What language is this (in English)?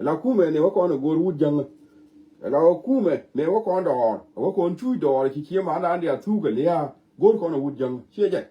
Nuer